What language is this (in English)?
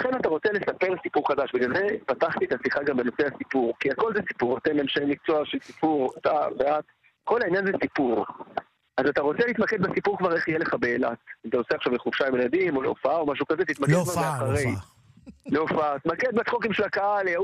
Hebrew